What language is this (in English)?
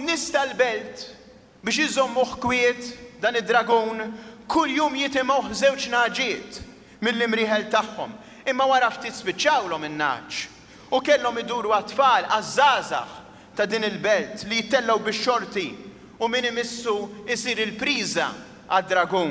Maltese